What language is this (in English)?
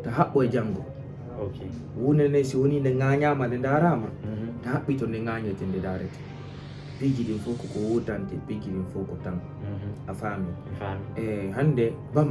Fula